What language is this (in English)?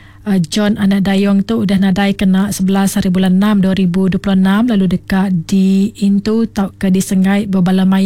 Iban